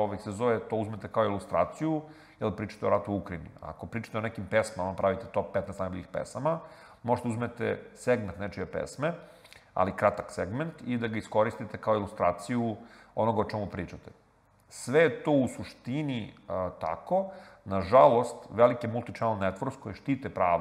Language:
Serbian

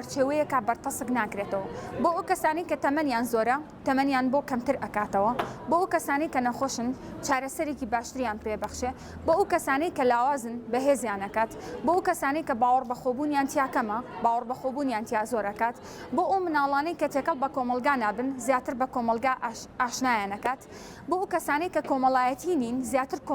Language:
Central Kurdish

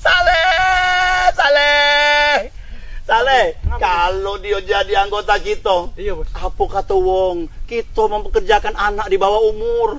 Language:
Musi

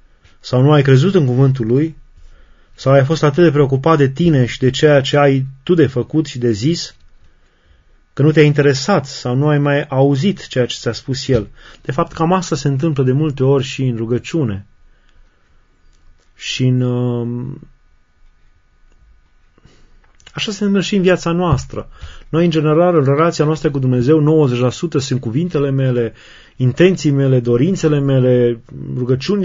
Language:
Romanian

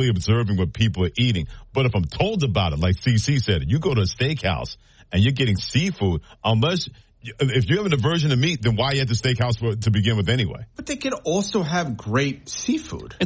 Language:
English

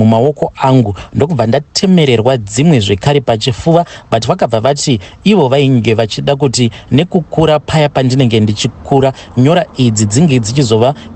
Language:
Shona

